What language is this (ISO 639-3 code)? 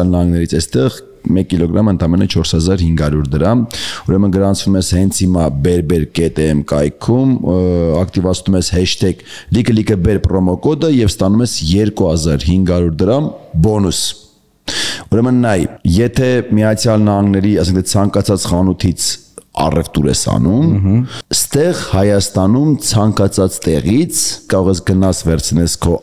hye